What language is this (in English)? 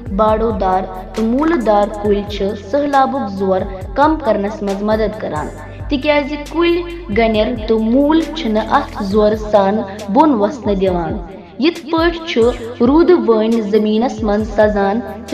Kashmiri